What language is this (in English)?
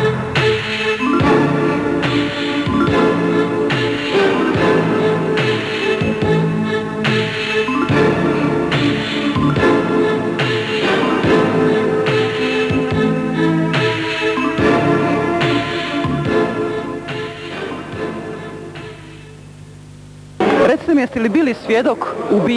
Bosnian